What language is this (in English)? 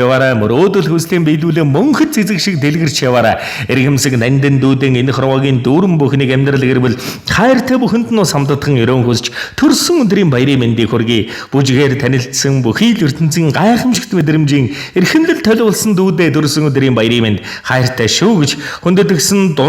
Mongolian